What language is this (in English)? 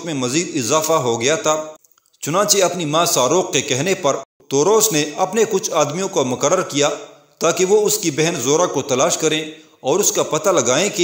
Urdu